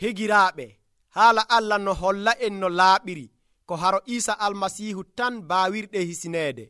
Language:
Nigerian Fulfulde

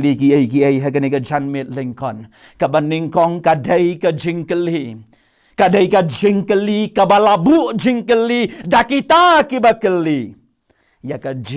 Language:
Khasi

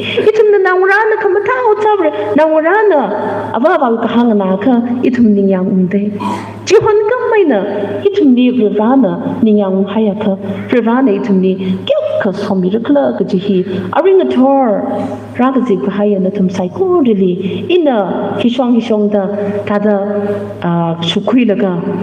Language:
Tangkhul Naga (India)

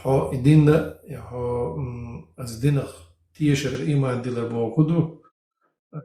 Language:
Chechen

